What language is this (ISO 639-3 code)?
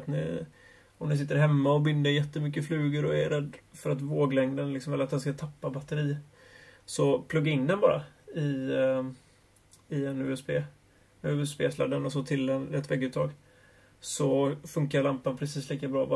swe